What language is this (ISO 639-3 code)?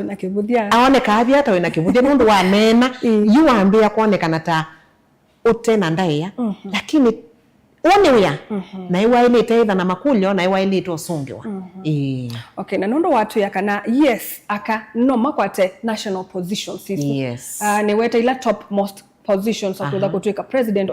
kam